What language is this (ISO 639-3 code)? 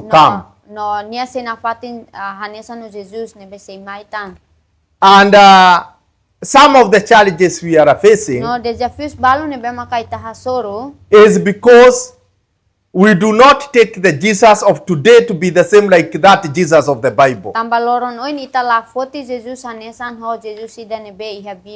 tet